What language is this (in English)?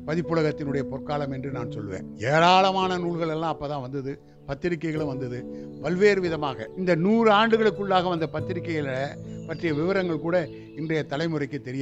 Tamil